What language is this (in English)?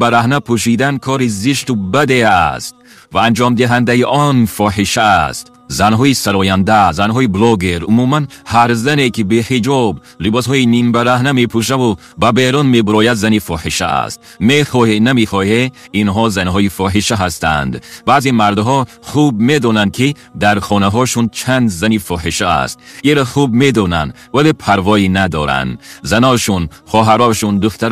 Tajik